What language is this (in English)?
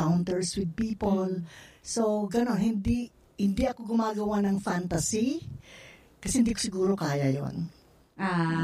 Filipino